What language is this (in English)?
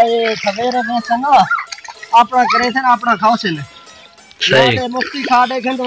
Saraiki